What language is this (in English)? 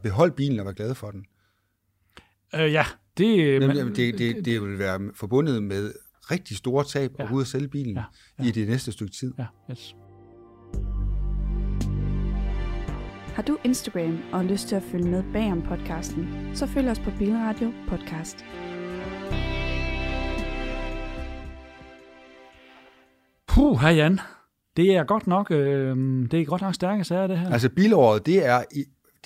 Danish